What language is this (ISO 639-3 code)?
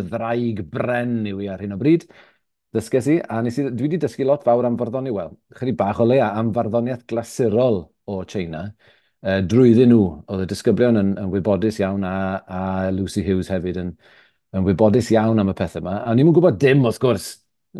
cym